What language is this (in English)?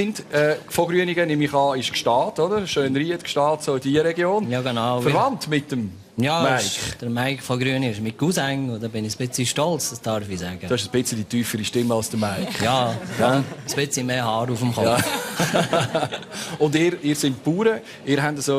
Swiss German